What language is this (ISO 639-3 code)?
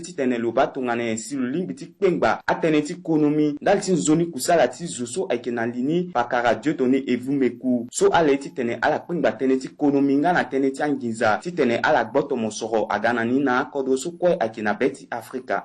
sag